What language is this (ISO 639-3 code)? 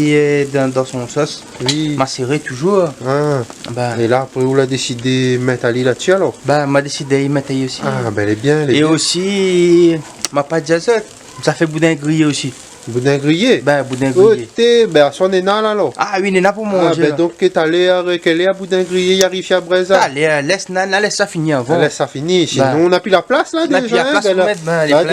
rcf